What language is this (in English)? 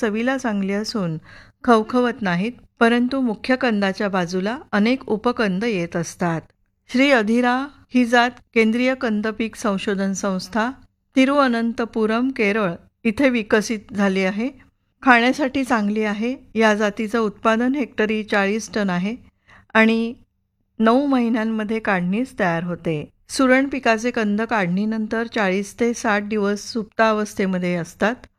Marathi